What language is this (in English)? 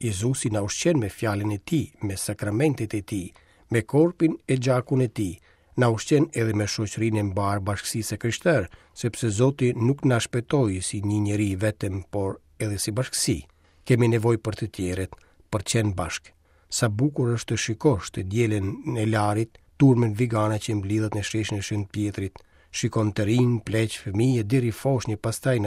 Albanian